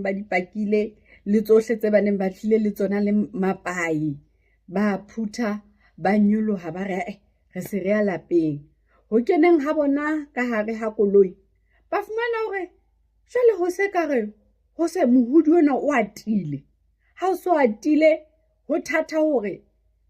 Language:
Southern Sotho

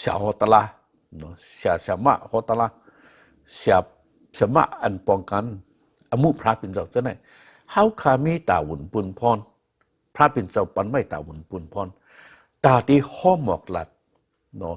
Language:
Shan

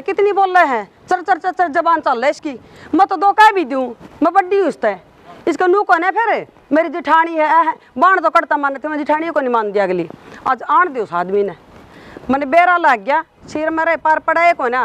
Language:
Haryanvi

